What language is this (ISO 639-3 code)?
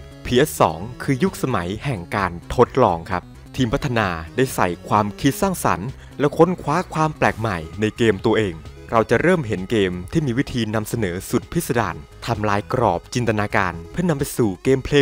tha